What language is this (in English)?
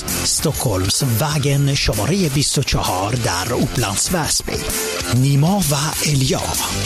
Persian